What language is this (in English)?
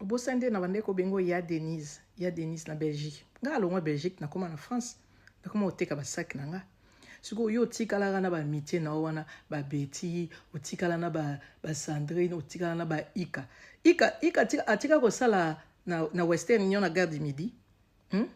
Lingala